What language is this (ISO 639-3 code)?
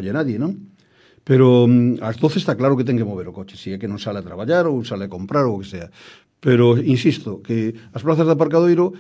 glg